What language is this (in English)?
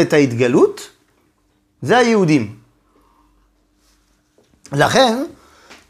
Hebrew